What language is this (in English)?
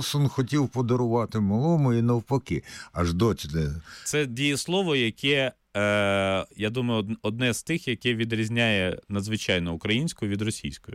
Ukrainian